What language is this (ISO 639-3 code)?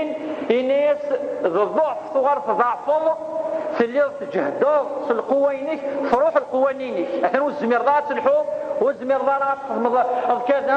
kab